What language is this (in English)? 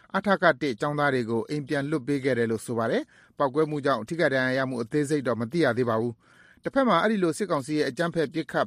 Burmese